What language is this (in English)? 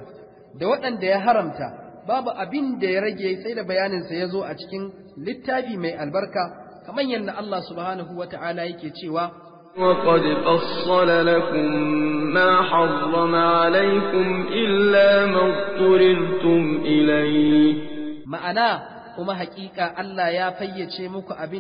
Hausa